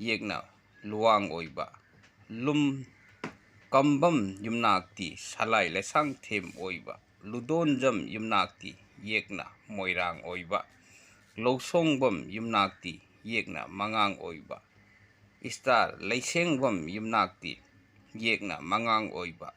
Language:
Manipuri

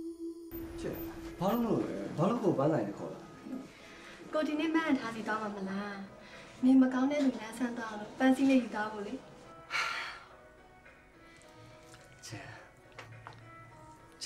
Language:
Burmese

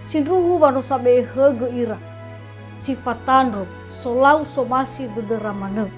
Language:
Nias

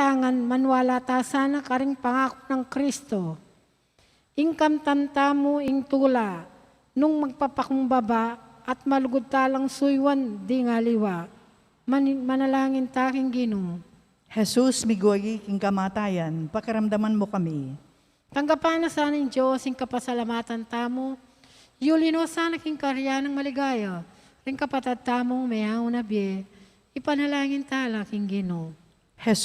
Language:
Pampanga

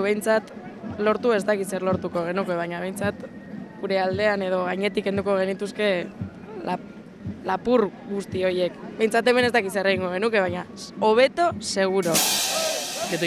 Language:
Basque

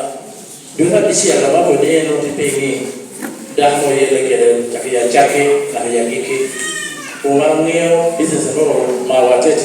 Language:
Lango (Uganda)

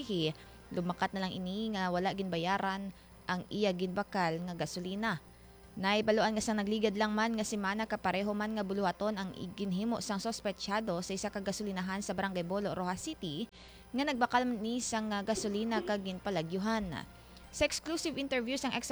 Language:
Hiligaynon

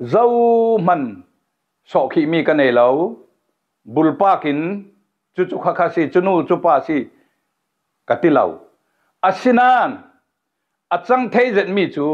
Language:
Falam Chin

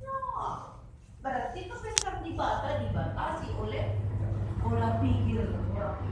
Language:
Batak Karo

